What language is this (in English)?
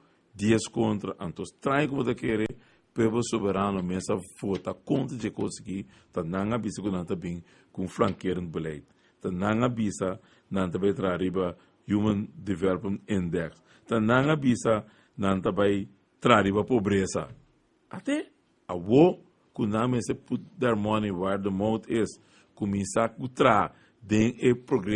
Papiamento